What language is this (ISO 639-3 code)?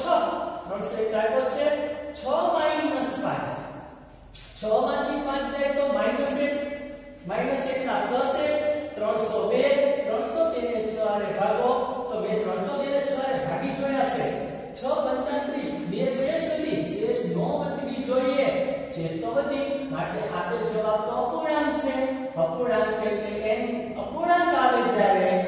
guj